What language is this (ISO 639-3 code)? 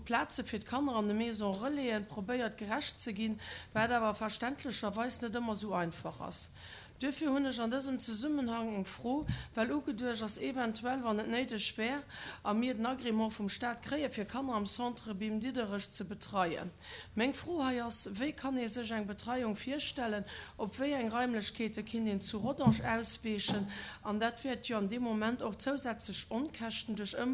ltz